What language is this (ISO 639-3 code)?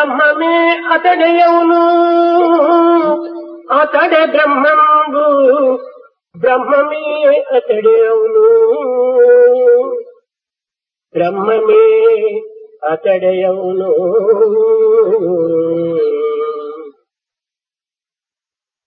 tel